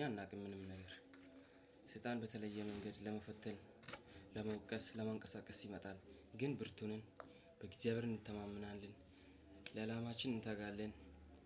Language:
Amharic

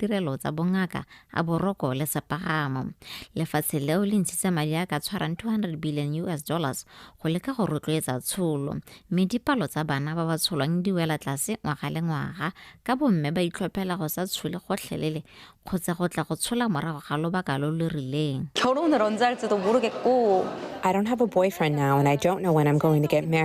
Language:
Tswana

